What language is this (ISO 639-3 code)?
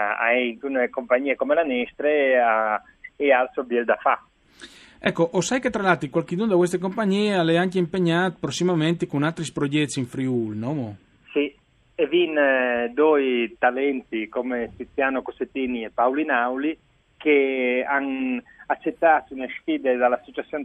fur